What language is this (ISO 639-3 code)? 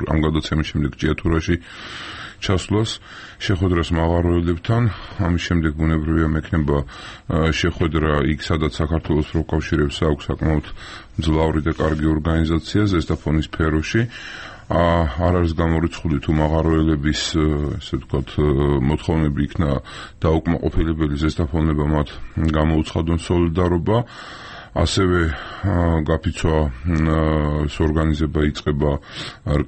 kat